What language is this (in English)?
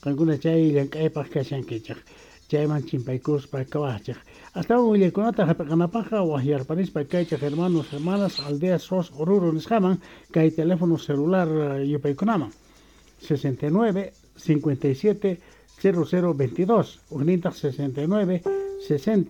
South Bolivian Quechua